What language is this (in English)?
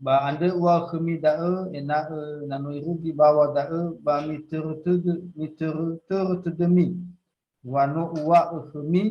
Nias